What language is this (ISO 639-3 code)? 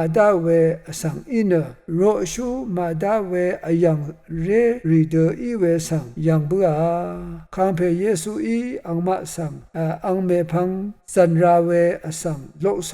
raw